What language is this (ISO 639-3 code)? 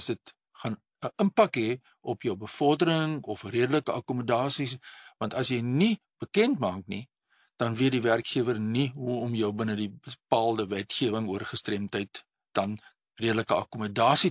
afr